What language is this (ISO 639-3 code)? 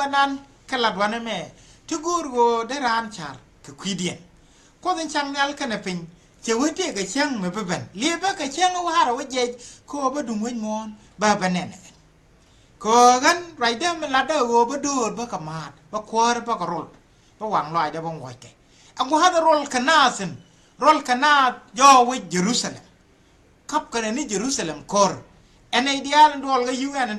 nus